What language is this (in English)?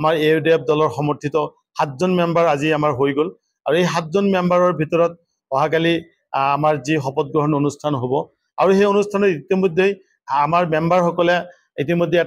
Assamese